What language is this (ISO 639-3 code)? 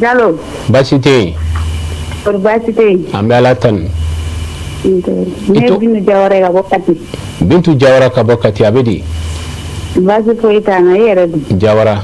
bam